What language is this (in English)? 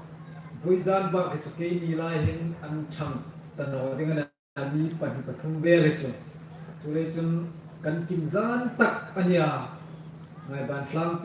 Hmar